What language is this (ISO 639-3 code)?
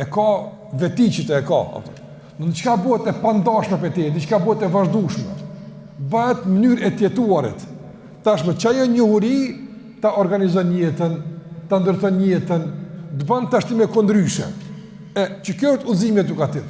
sqi